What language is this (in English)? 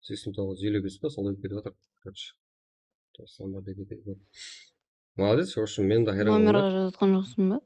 Kara-Kalpak